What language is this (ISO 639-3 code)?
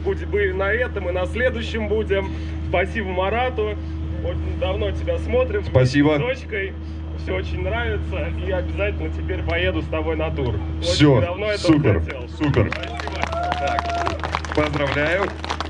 rus